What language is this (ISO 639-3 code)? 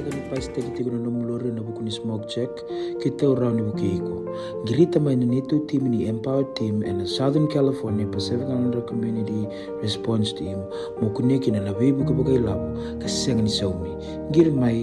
fij